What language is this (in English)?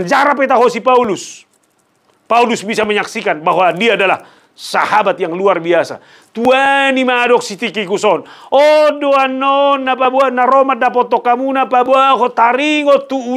Batak Toba